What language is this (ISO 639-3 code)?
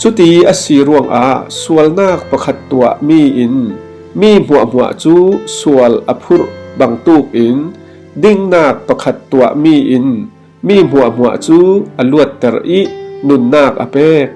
cfm